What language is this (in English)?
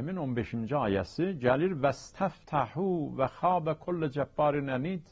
South Azerbaijani